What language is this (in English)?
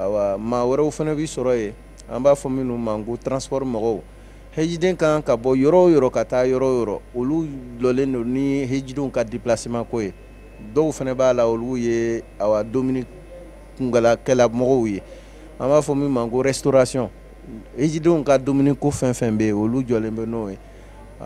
Bambara